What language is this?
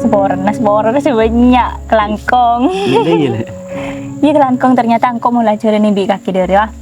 Madurese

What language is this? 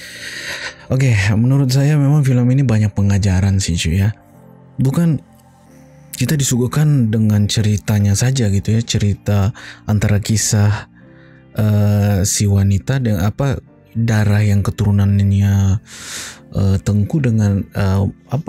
Indonesian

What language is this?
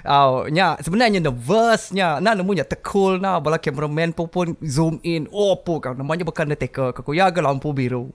Iban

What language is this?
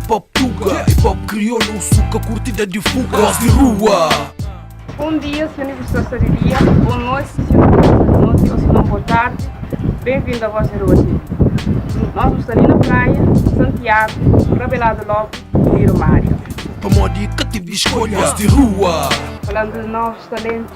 Kabuverdianu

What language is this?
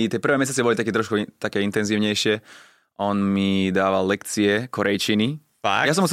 Slovak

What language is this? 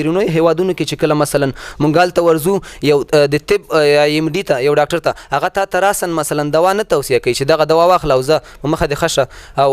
Pashto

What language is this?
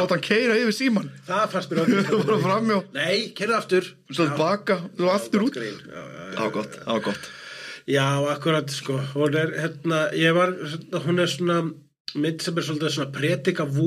Icelandic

